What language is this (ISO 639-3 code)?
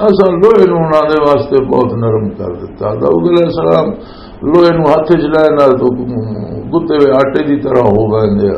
lah